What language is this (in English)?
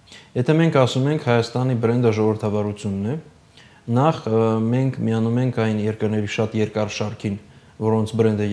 Armenian